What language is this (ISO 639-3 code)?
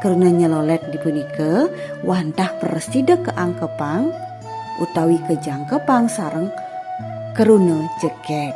ban